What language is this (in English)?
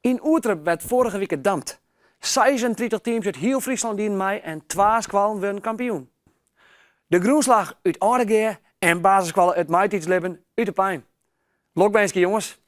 Western Frisian